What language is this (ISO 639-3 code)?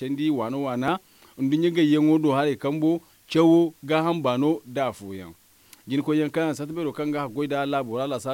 dje